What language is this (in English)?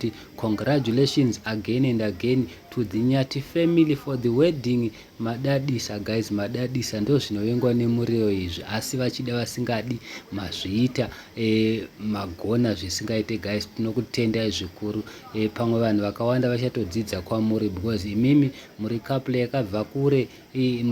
Shona